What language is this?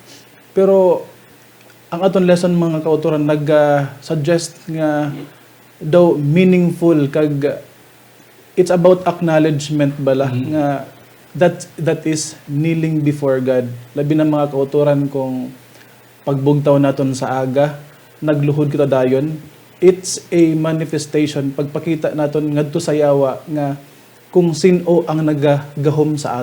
Hiligaynon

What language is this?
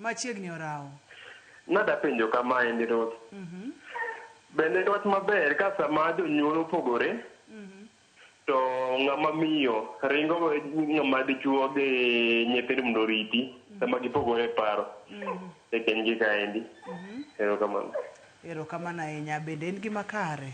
Luo (Kenya and Tanzania)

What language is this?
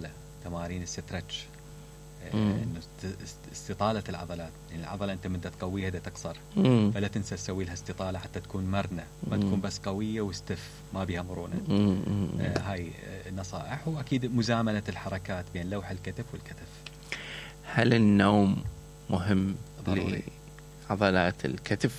Mesopotamian Arabic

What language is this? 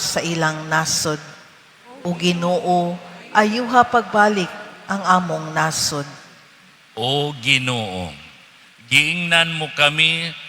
Cebuano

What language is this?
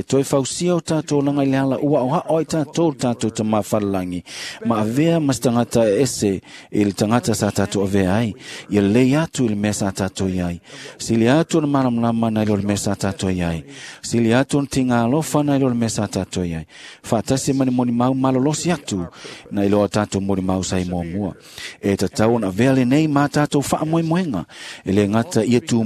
Samoan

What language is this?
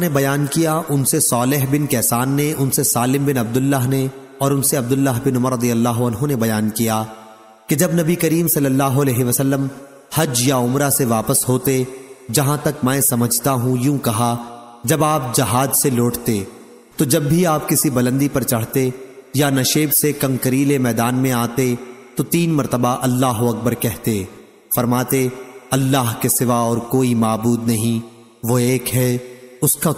Urdu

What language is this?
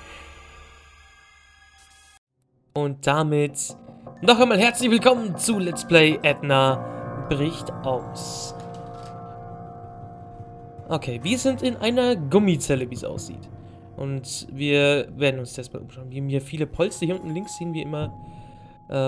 German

